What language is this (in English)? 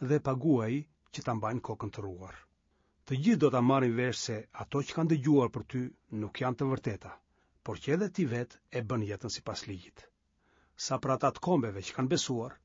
Albanian